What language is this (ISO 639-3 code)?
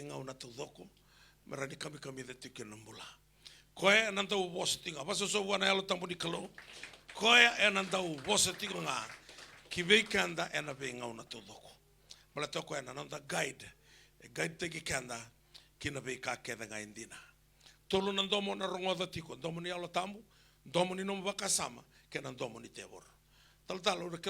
fij